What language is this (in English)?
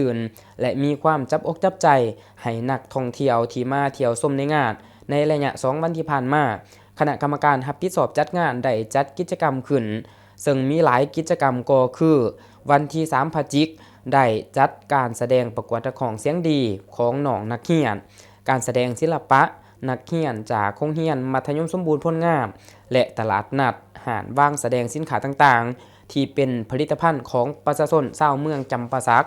Lao